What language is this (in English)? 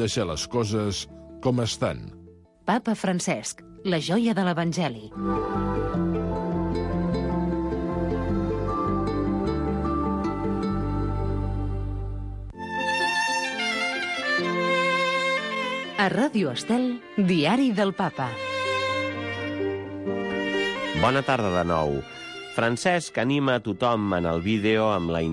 Catalan